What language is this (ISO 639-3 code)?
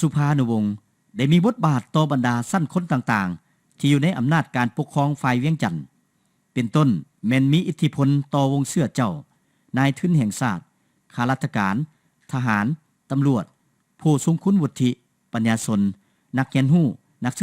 lao